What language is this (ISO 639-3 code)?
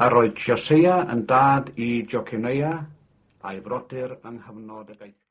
cym